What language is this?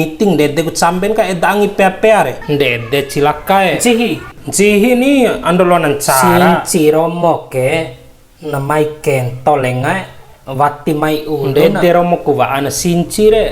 Bima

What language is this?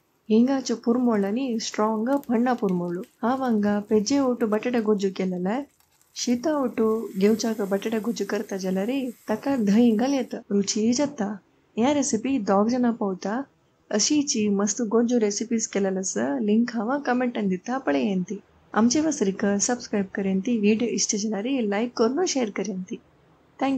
Konkani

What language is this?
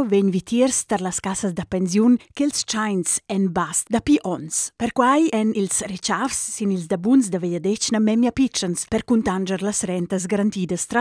Romansh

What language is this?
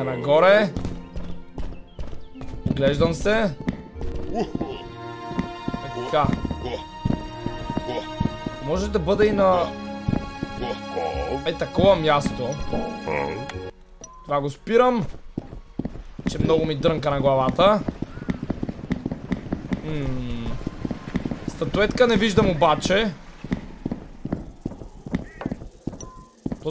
Bulgarian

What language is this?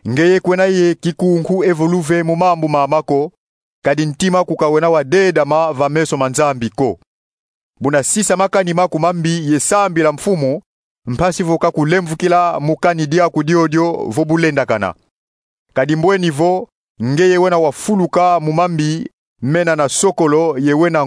Kongo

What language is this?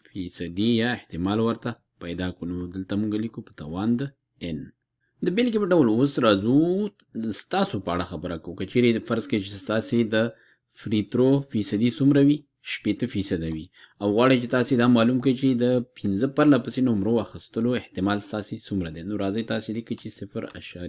Pashto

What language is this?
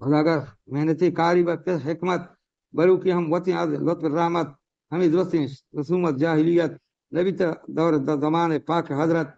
Eastern Balochi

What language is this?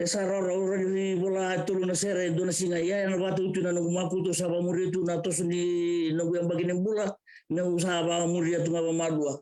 Fijian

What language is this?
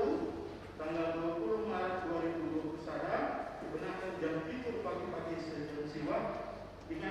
Batak Karo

